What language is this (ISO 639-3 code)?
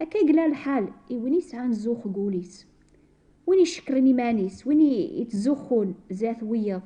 kab